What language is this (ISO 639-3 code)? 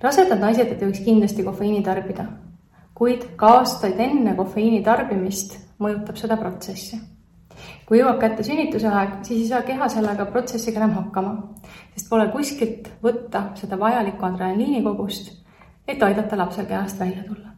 est